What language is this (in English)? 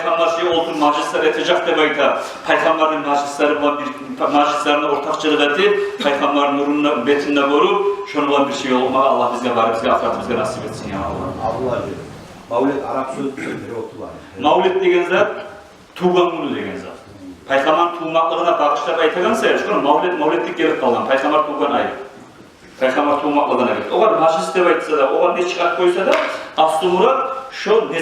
Kumyk